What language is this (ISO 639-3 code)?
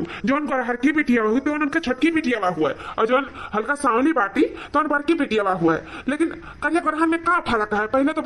awa